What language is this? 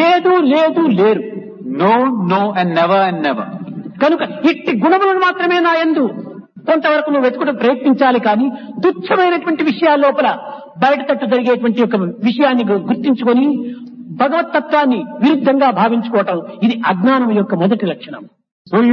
Telugu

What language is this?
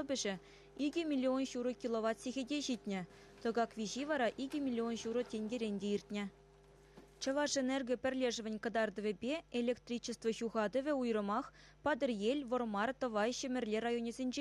Chuvash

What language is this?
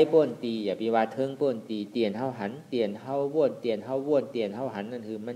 Shan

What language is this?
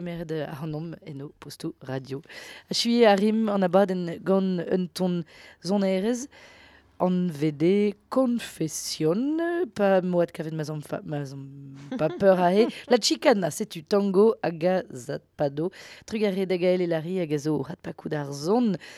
Breton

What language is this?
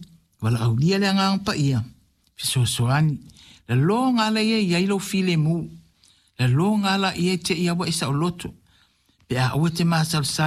Samoan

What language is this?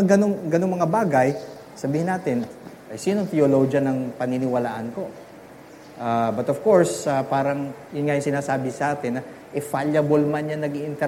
Filipino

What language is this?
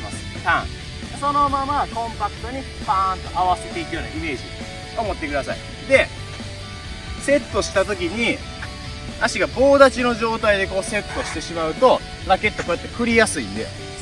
Japanese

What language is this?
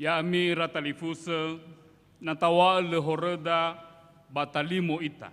Nias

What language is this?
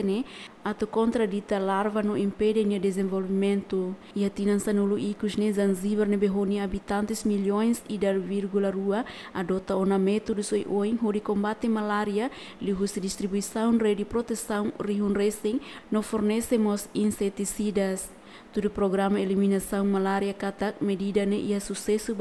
Tetum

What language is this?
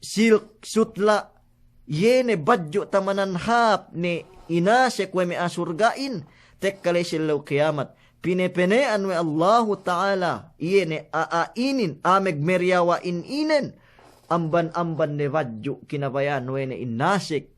Yakan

